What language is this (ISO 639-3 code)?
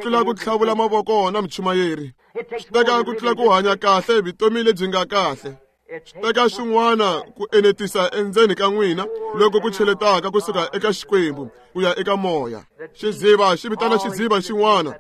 tso